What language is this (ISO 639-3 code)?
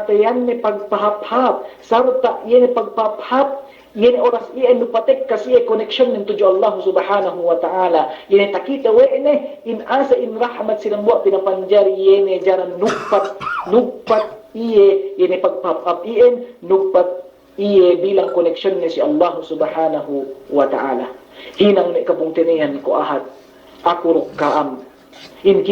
yka